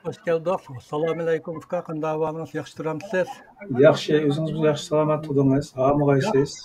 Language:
Uyghur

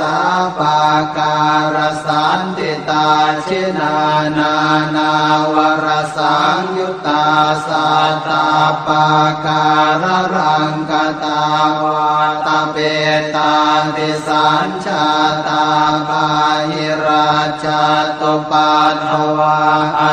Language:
Pali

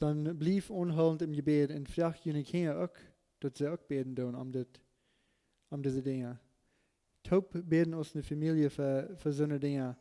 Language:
Plautdietsch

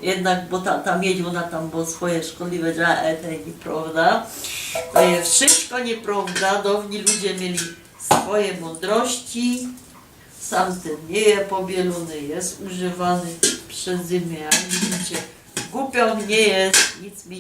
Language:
Silesian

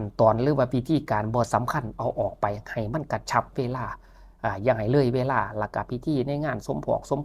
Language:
Lao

